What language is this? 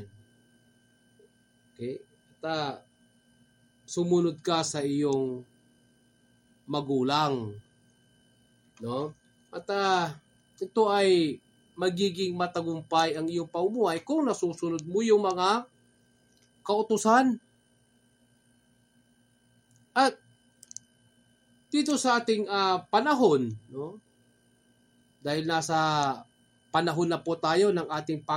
Filipino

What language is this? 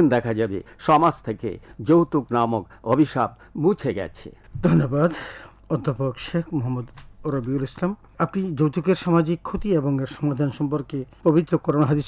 Bangla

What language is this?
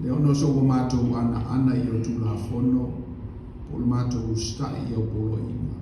Samoan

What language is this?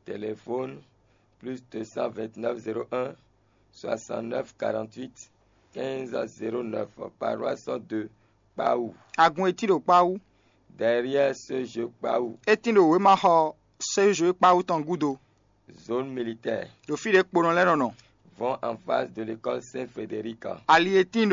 Fon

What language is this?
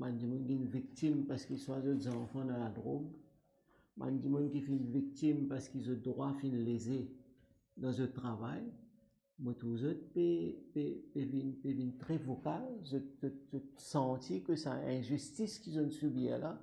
Morisyen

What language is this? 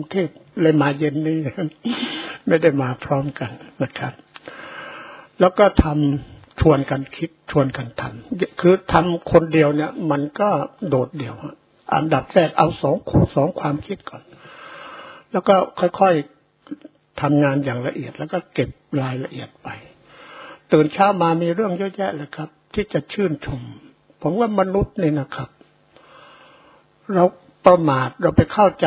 Thai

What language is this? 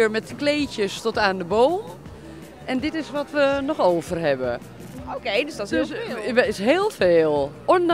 Dutch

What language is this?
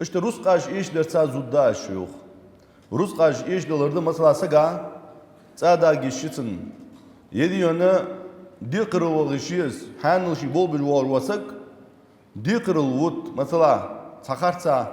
Ingush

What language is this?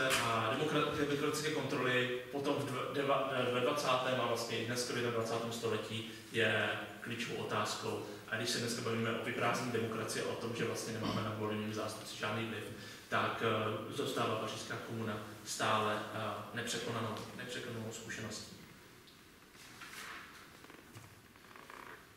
Czech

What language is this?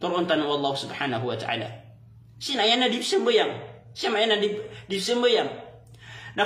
Maranao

